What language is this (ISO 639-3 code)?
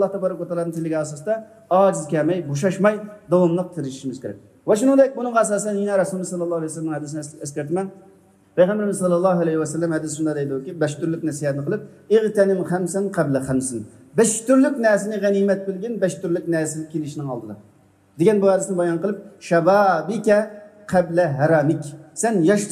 uig